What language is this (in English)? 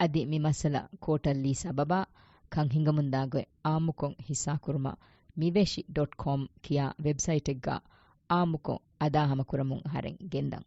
Divehi